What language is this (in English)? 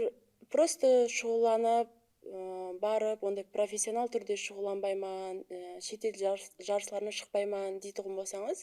Kara-Kalpak